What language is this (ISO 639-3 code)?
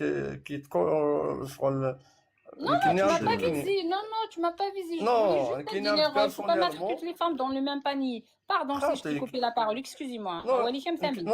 arq